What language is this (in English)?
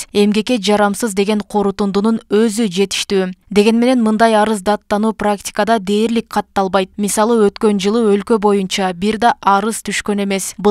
Kyrgyz